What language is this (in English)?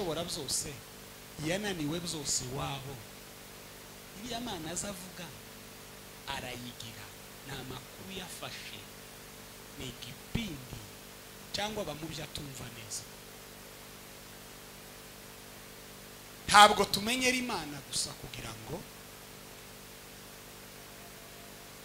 Kinyarwanda